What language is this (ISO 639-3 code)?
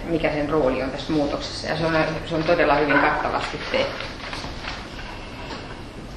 fin